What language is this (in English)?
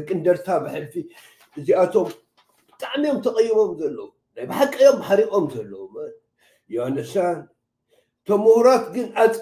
Tigrinya